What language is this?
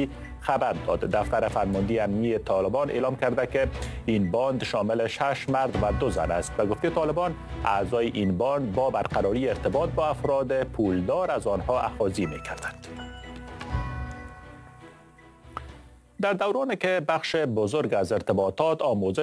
Persian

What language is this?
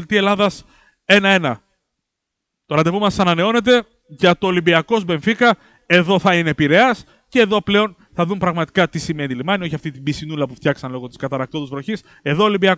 Greek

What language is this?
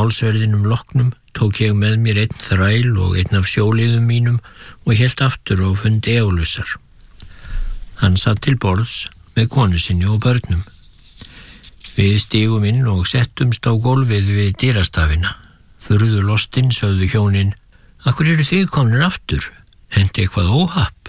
Icelandic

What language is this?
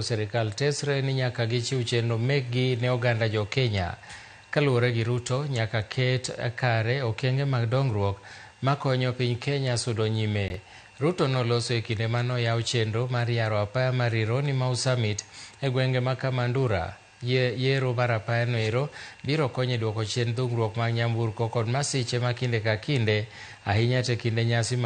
Luo (Kenya and Tanzania)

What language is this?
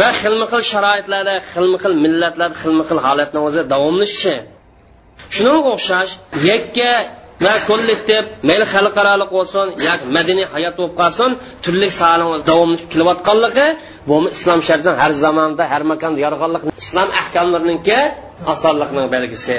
Uyghur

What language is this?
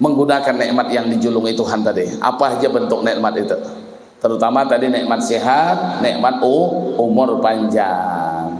Banjar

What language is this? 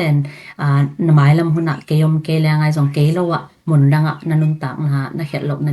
Tedim Chin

